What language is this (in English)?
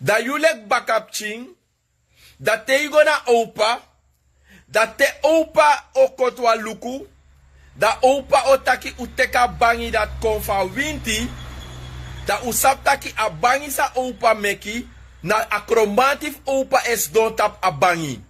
Sranan Tongo